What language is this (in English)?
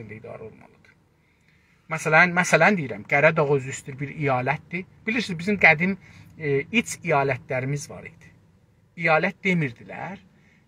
South Azerbaijani